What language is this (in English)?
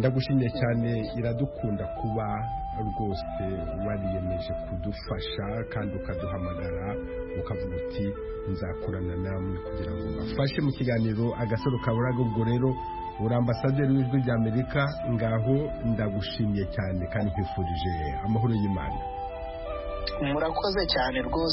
Kinyarwanda